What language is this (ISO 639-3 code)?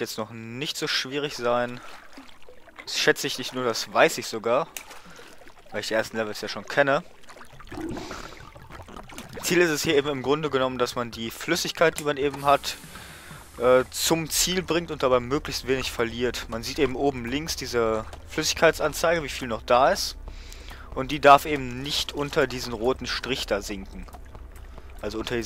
deu